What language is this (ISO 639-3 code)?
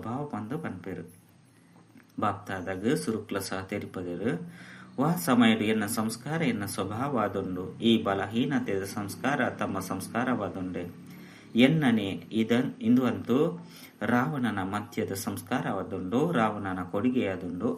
tcy